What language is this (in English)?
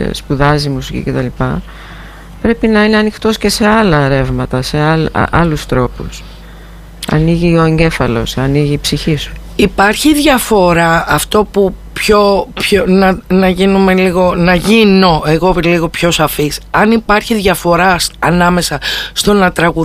Greek